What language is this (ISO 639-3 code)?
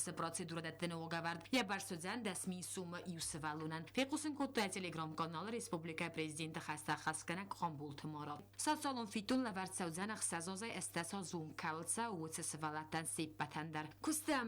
oss